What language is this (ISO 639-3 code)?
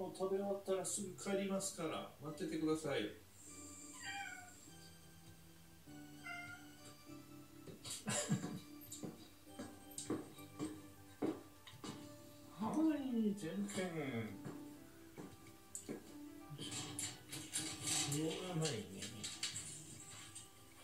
jpn